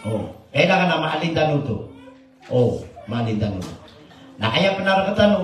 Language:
Maranao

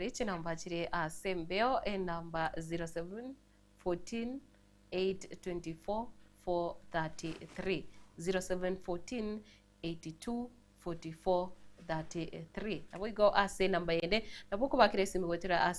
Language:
Gusii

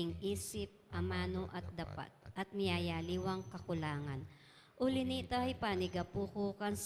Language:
Pampanga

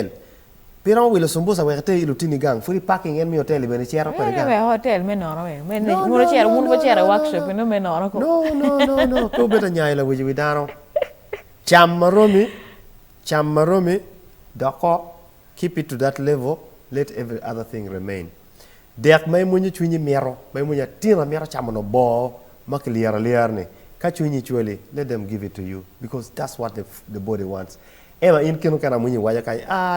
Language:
Acoli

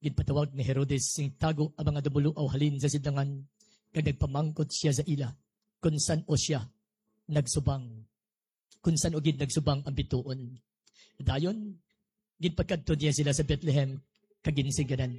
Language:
Hiligaynon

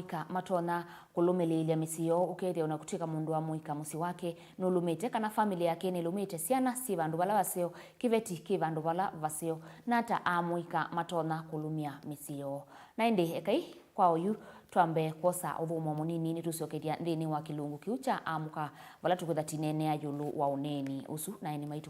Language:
Kamba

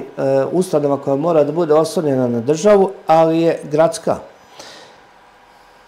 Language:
Serbian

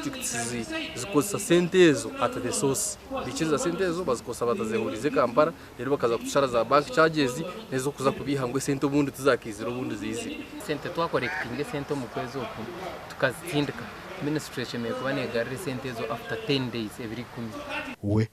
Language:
Nyankole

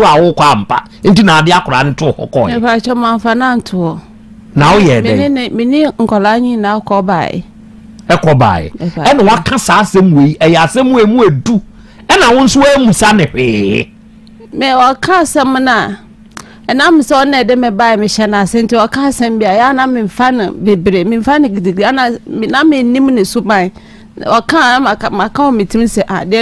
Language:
Akan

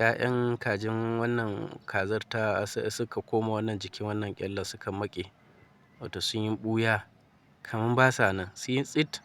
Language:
Hausa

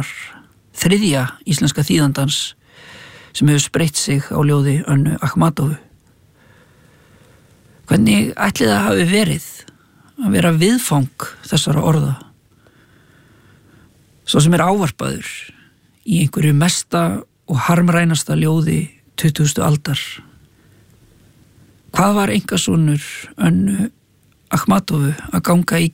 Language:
Icelandic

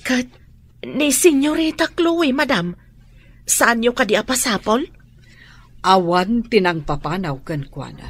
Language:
Iloko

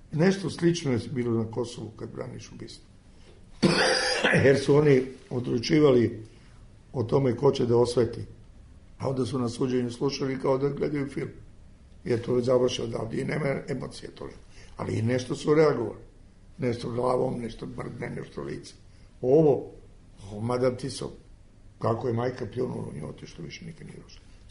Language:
Serbian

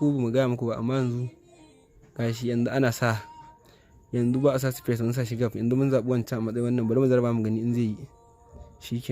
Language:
Hausa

